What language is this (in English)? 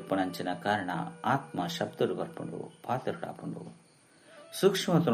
Tulu